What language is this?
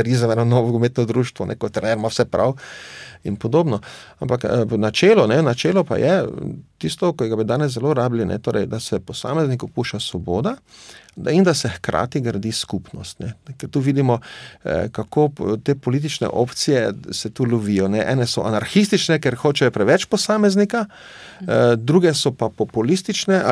Slovenian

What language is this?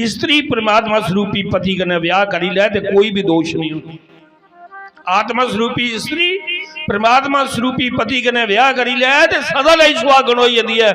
Dogri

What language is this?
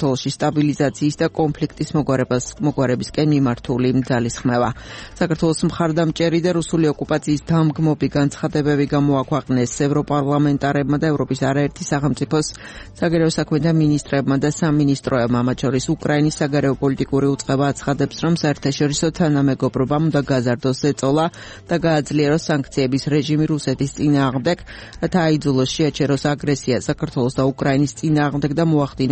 Georgian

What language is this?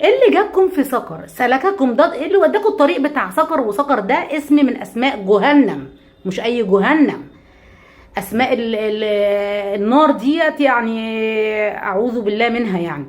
Egyptian Arabic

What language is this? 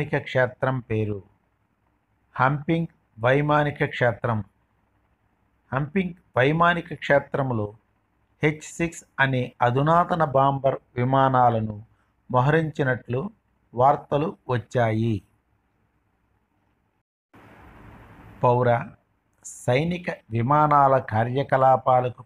Telugu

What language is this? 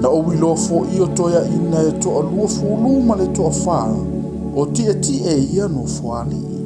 Samoan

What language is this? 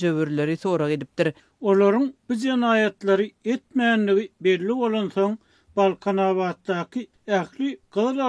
Turkmen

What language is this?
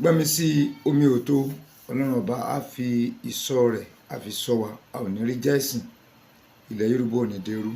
Yoruba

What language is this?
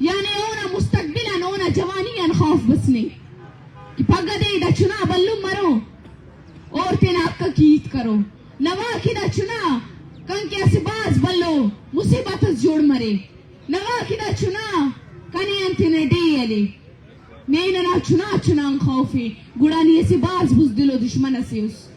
Baluchi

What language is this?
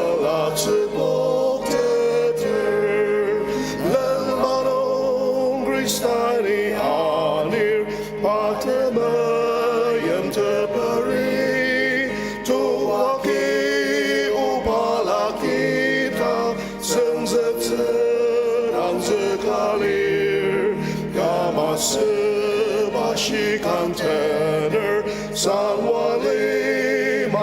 Ao Naga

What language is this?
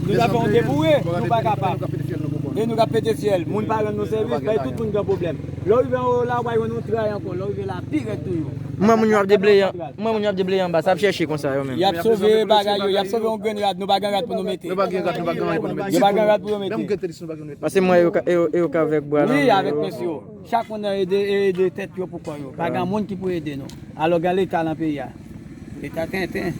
Haitian Creole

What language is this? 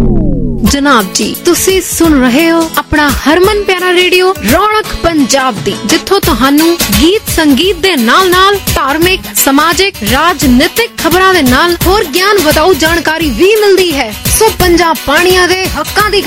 Punjabi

